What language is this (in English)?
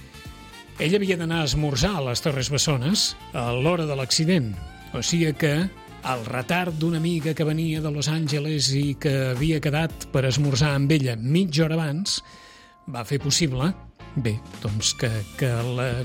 Catalan